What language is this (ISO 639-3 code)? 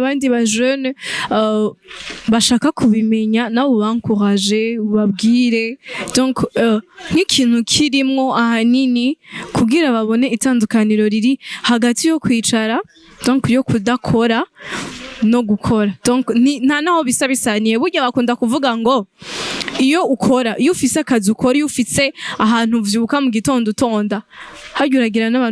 run